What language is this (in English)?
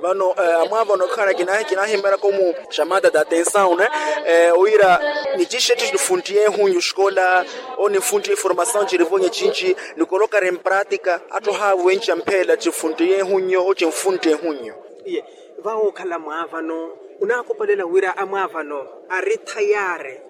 Makhuwa